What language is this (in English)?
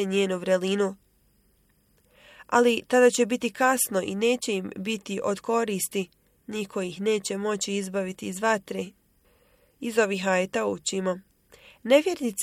Bosnian